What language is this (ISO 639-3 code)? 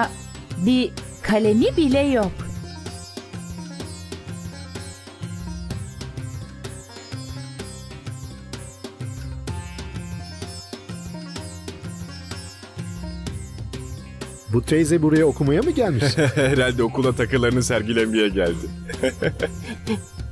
tur